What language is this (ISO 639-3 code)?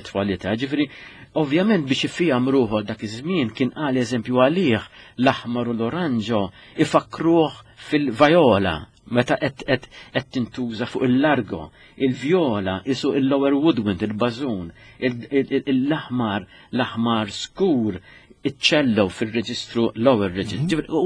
mlt